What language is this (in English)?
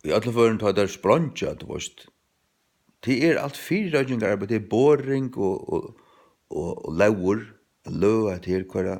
Faroese